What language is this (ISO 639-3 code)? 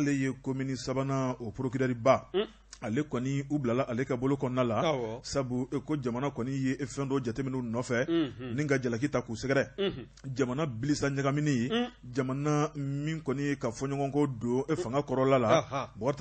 bam